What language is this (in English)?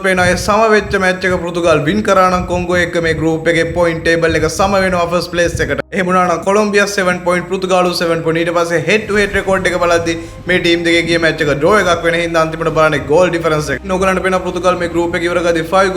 Sinhala